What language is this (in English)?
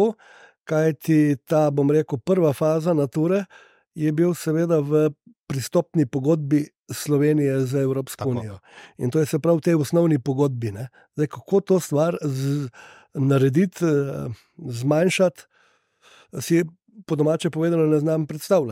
Slovenian